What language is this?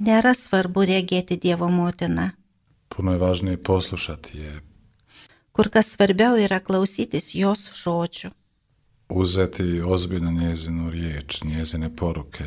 Lithuanian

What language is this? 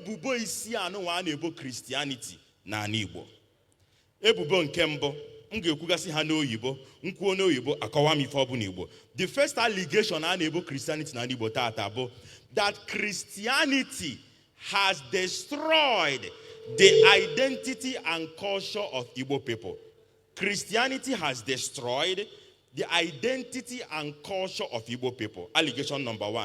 Igbo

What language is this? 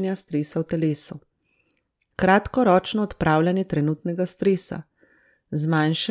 Slovenian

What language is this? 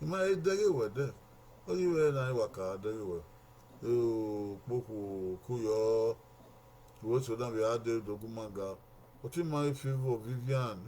Bini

